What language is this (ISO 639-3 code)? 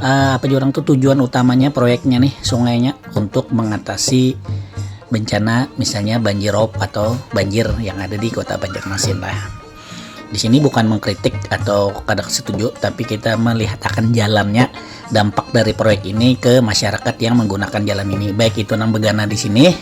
bjn